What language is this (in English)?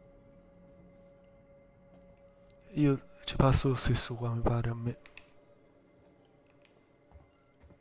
Italian